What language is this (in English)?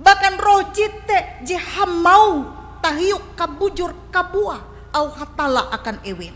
Ngaju